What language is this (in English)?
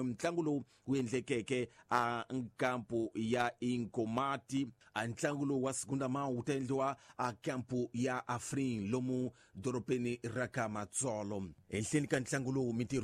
Tsonga